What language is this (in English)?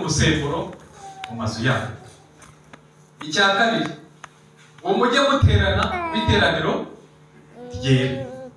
Kinyarwanda